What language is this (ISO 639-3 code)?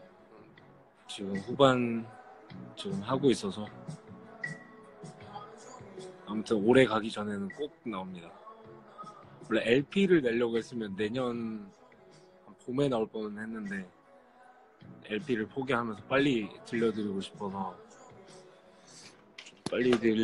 kor